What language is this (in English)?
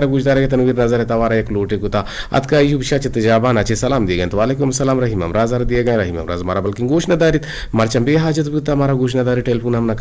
Eastern Balochi